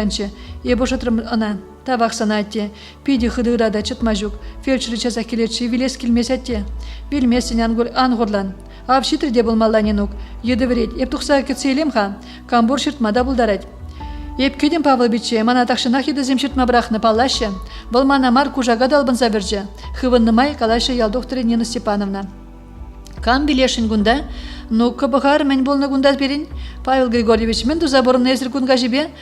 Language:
Chuvash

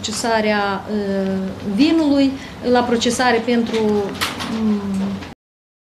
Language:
Romanian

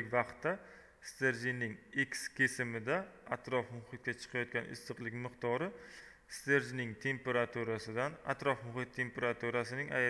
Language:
Uzbek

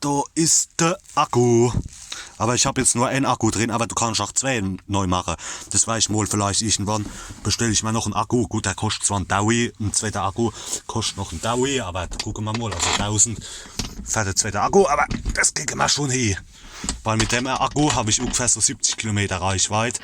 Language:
Palatine German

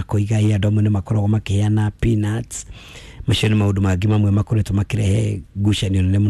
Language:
Kikuyu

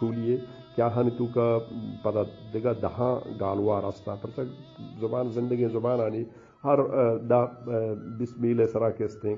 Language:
Eastern Balochi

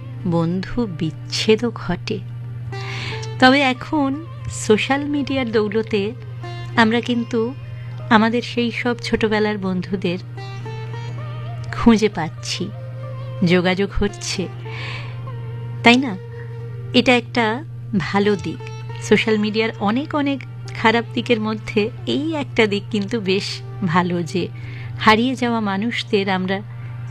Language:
Bangla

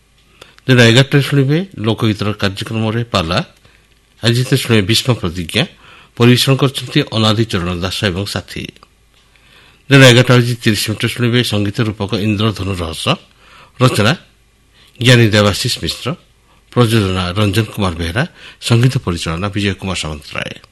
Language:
Odia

